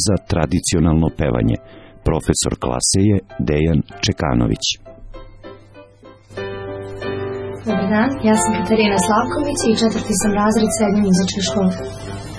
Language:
Serbian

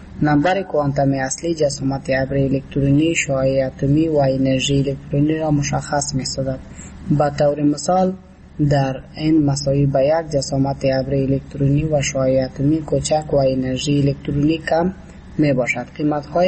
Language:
Persian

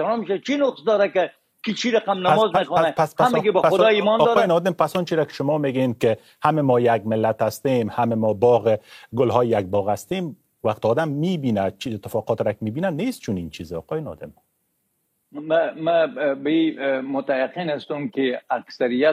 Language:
Persian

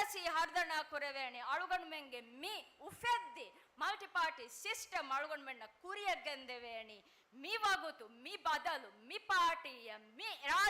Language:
Divehi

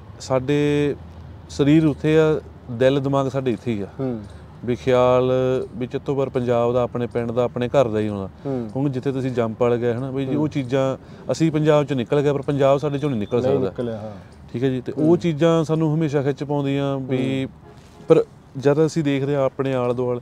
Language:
Punjabi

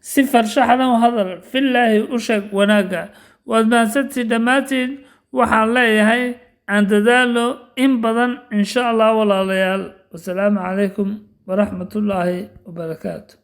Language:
Somali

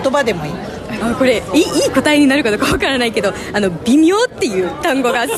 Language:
Japanese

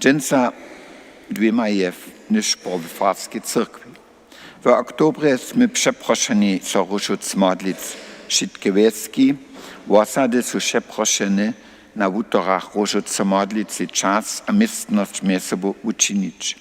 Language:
Upper Sorbian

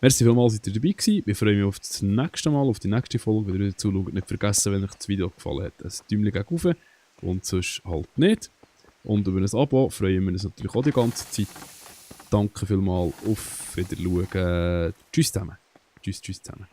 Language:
Swiss German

